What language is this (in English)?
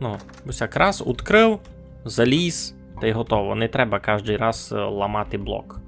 Rusyn